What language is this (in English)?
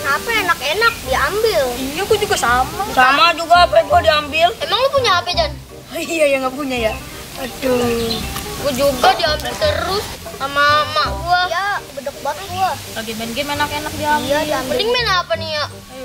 Betawi